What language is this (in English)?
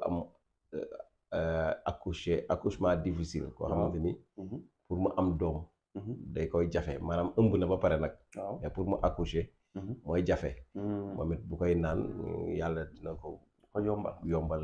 Wolof